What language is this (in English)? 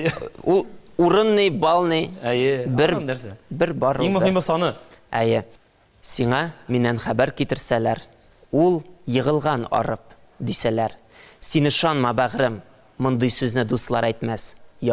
Tatar